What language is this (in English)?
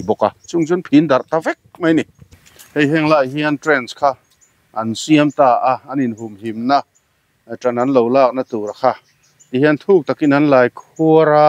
Mizo